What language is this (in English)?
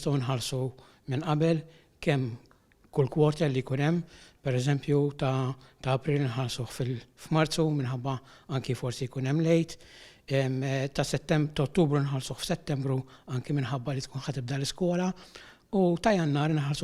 Maltese